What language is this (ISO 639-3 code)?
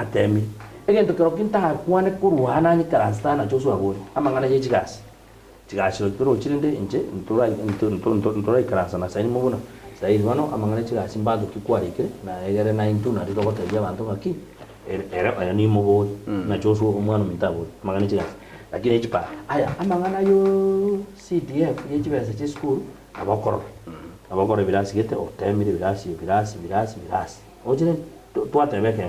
guz